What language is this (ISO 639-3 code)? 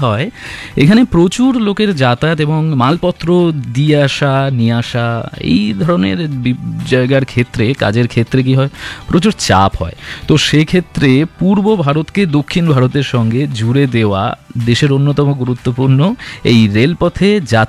ben